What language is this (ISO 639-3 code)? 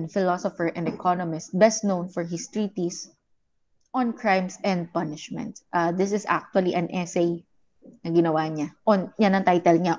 fil